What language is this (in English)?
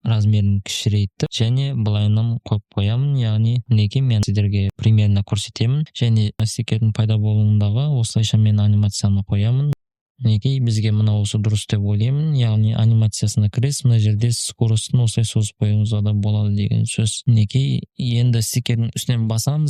Kazakh